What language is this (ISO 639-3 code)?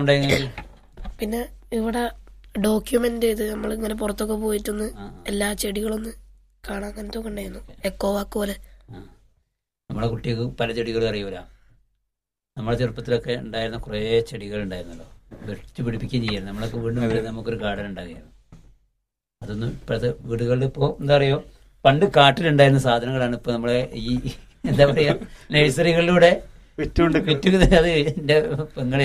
mal